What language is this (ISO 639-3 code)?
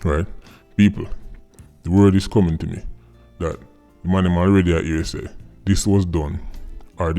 jam